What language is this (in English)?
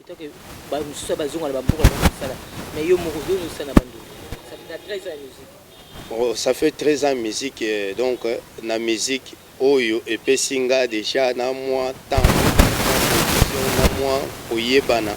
Lingala